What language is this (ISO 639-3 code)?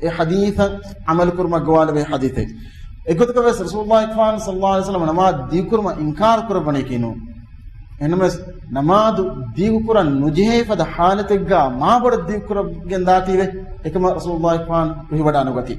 div